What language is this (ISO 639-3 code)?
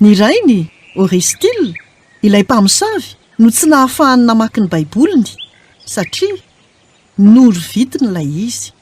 mlg